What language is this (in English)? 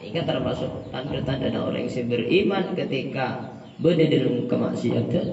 Madurese